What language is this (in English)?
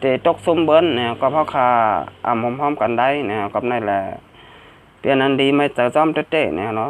Shan